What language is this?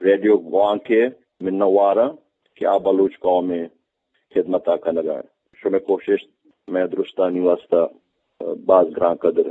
Eastern Balochi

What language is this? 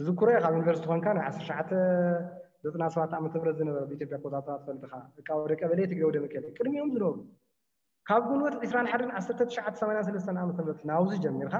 Tigrinya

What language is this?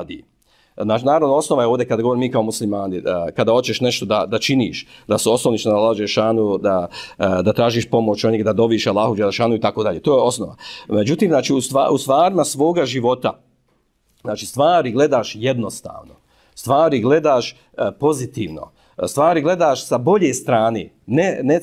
Bosnian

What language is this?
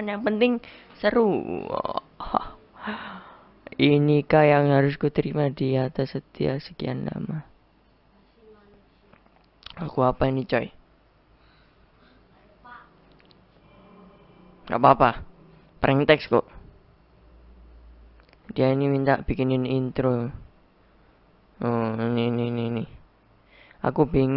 Indonesian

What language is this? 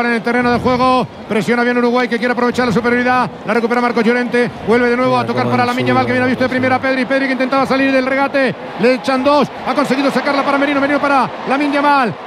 Spanish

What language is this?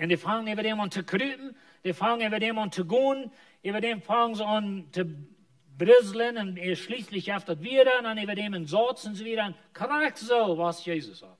Plautdietsch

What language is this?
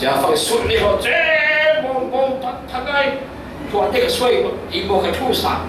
Falam Chin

